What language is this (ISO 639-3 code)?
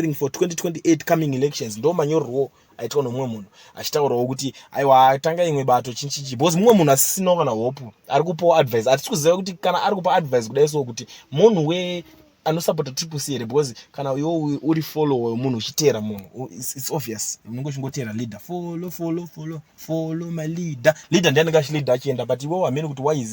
sna